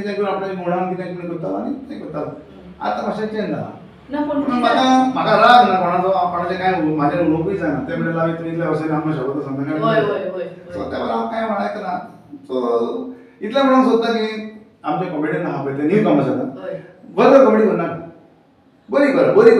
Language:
Konkani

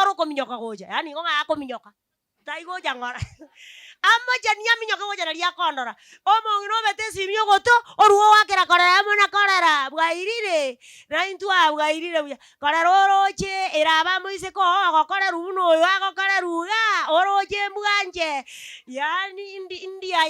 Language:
Gusii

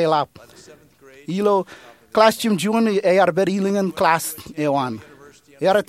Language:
Marshallese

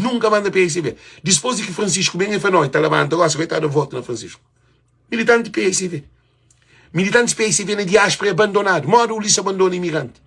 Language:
Kabuverdianu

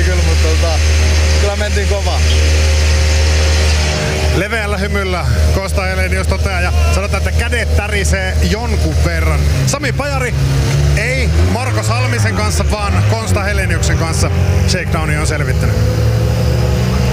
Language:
Finnish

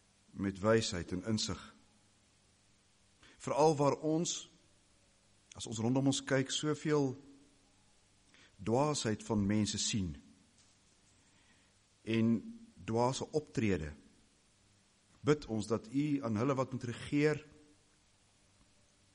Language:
Afrikaans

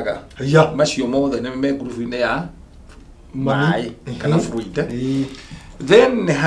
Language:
Kikuyu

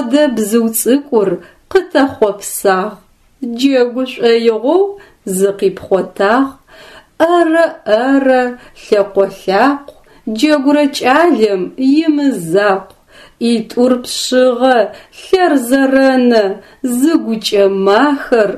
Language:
Adyghe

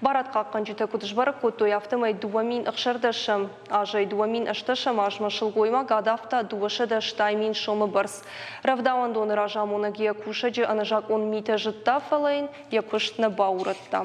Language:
Ossetic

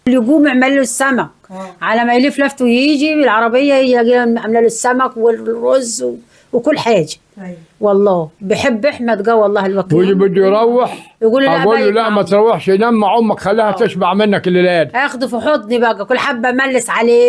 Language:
Egyptian Arabic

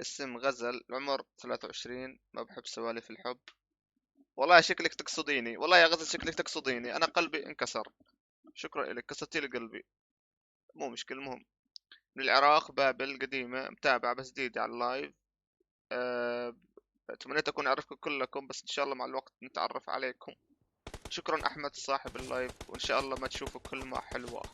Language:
North Levantine Arabic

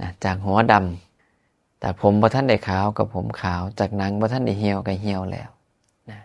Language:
Northeastern Thai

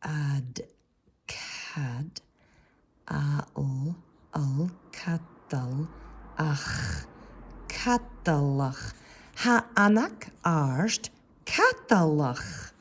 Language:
Scottish Gaelic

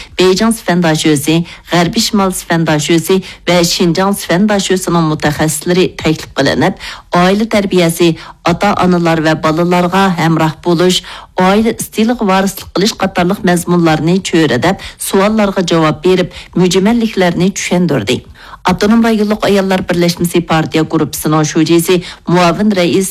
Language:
Uyghur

